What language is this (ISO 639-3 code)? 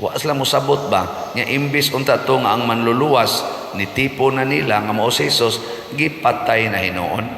ceb